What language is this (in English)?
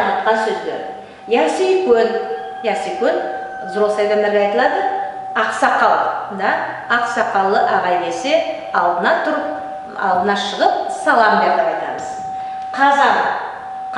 Nogai